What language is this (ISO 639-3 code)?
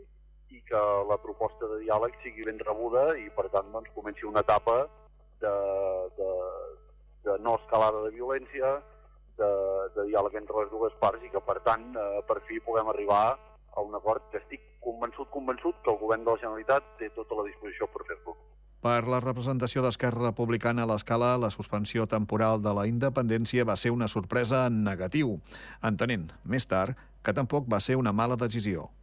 cat